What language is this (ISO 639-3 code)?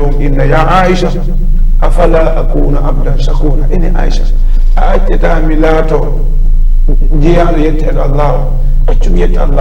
ful